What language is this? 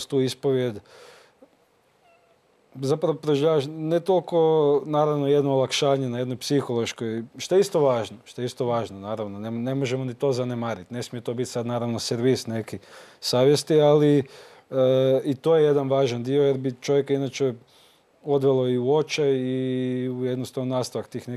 Croatian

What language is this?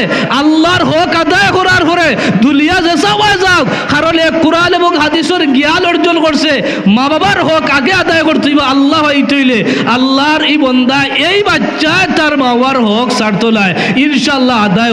Sylheti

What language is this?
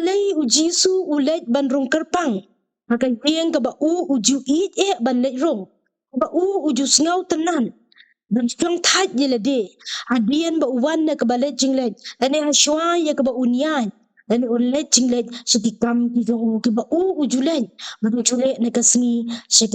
Khasi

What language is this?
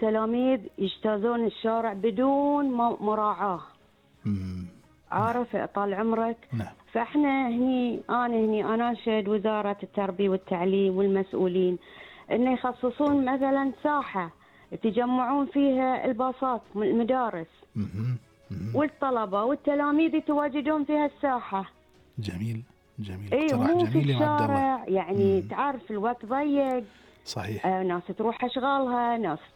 Gulf Arabic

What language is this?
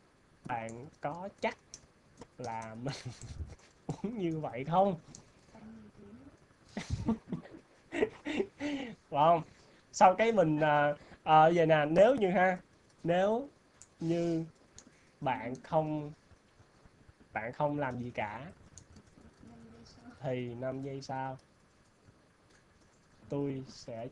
Vietnamese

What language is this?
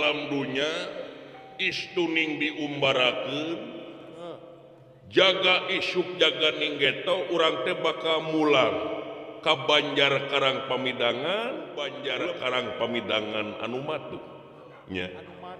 Sundanese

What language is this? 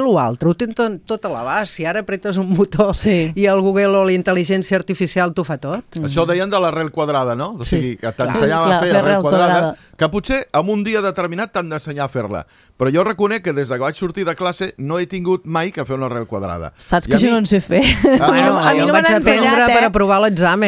Catalan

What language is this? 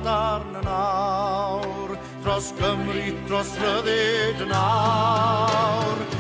Welsh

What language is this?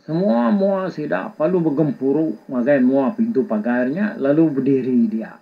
Iban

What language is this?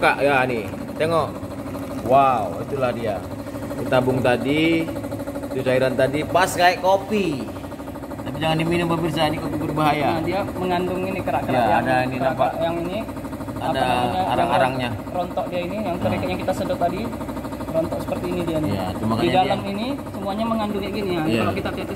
Indonesian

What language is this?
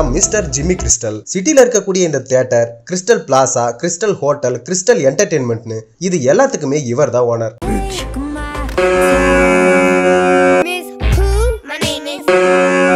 Tamil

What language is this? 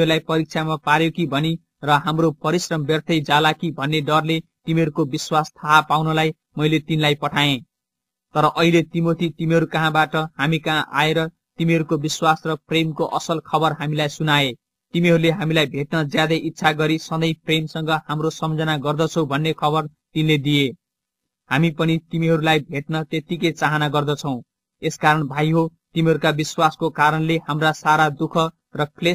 Nepali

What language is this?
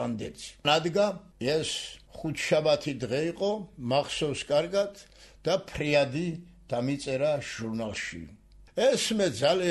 Georgian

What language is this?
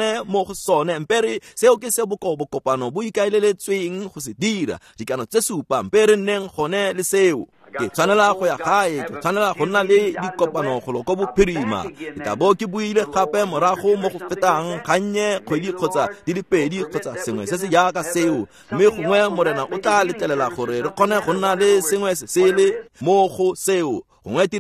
Tswana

